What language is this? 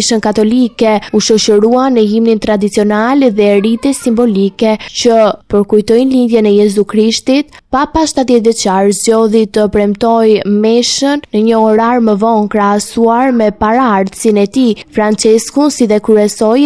Albanian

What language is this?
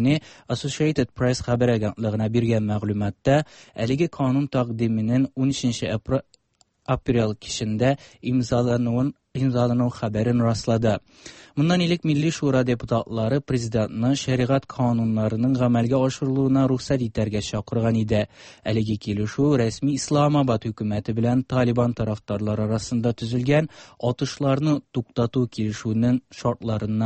Tatar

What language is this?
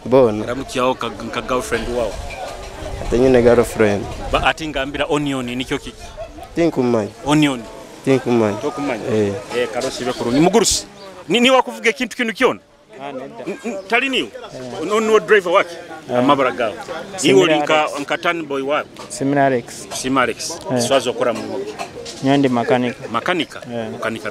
Nyoro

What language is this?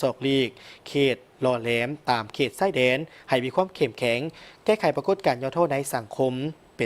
Lao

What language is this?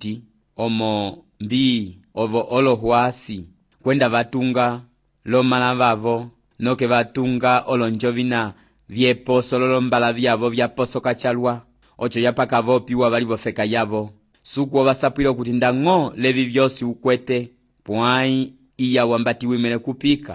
Umbundu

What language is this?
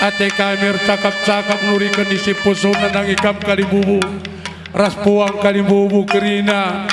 Batak Karo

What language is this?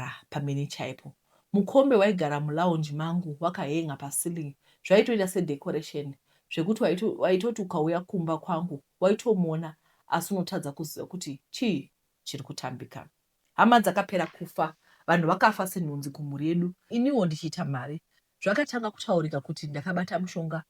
Shona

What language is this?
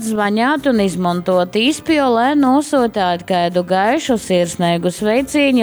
Latgalian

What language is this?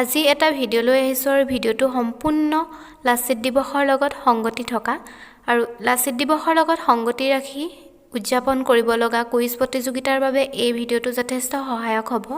Assamese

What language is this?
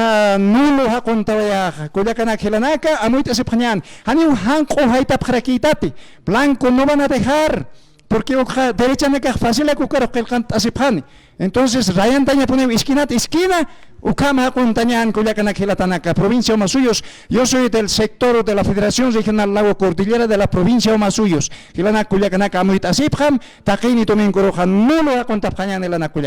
Aymara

